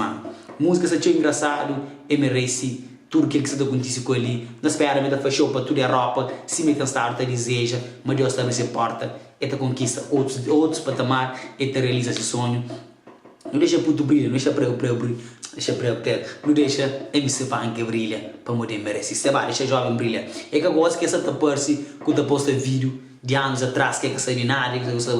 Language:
Kabuverdianu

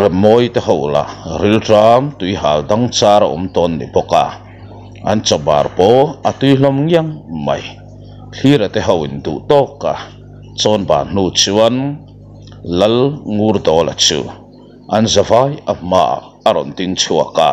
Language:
Mizo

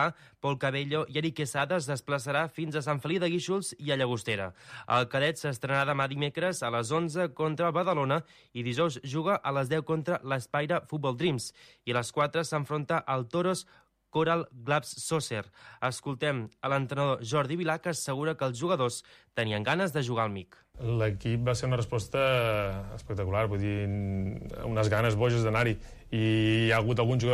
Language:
Catalan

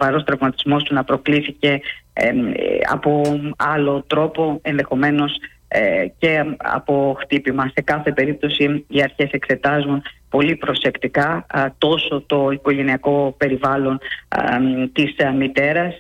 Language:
Greek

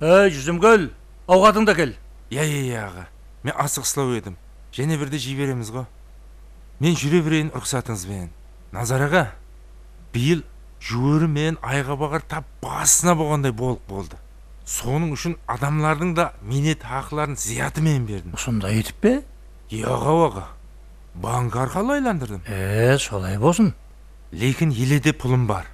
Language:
Kara-Kalpak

